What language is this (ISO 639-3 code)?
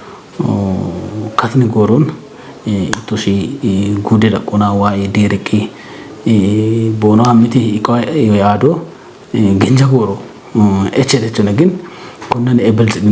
kbr